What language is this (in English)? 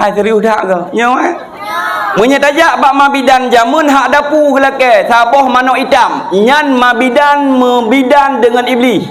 Achinese